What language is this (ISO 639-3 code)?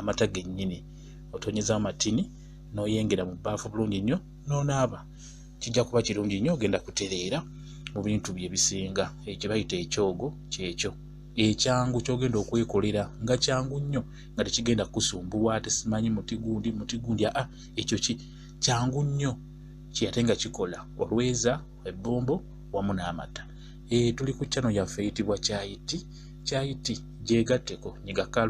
lug